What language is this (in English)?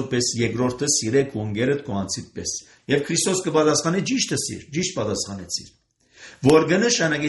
Armenian